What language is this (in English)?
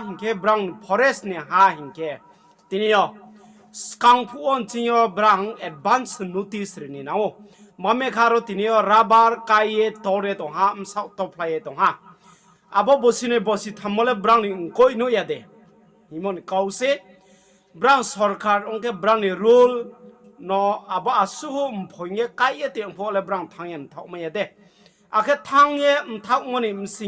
Riang (India)